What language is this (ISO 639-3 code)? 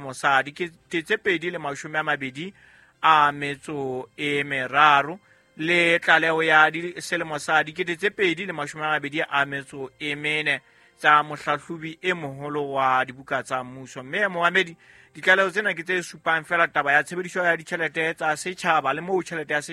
sot